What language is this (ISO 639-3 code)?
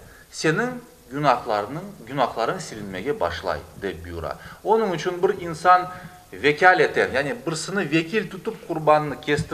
crh